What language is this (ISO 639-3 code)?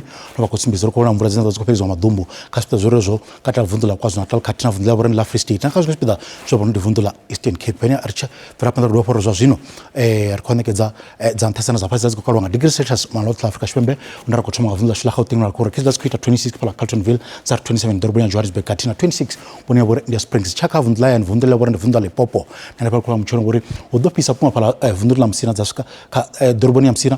ven